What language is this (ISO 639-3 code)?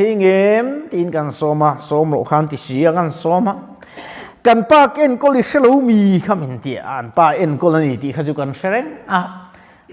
lus